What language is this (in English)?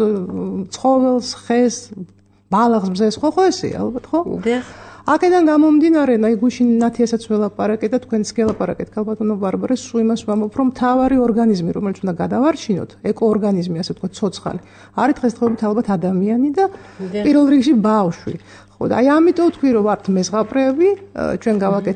Georgian